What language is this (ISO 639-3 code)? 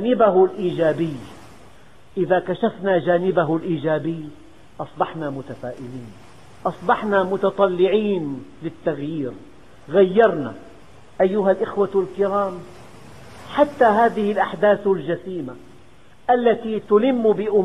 ara